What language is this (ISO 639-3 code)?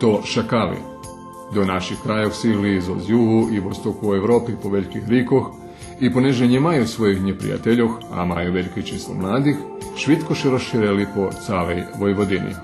rue